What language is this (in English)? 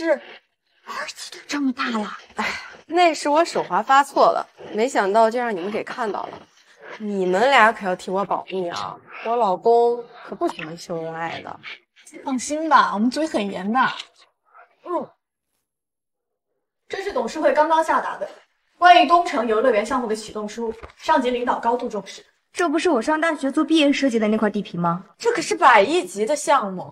Chinese